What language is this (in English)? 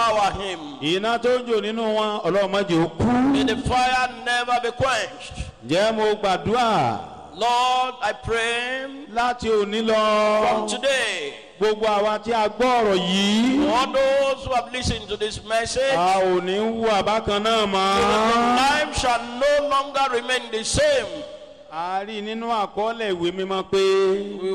Yoruba